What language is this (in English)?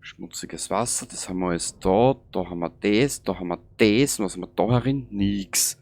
Bavarian